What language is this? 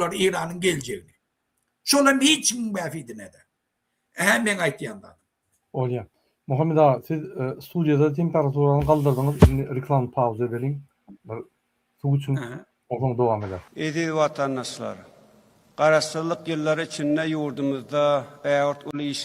Turkmen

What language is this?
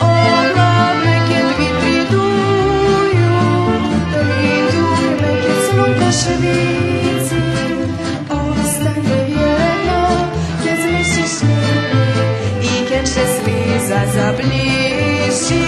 Rusyn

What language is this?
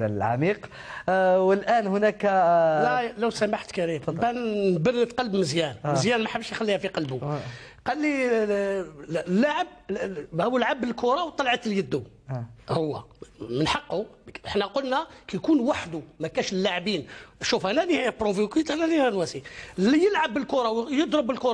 Algerian Arabic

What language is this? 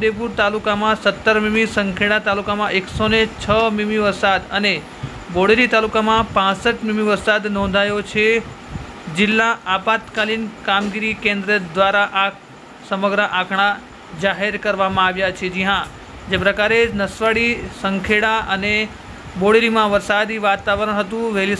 Gujarati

